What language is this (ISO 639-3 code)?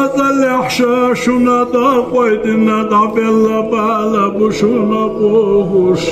inh